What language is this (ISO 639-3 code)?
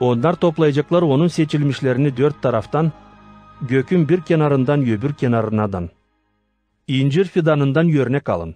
gag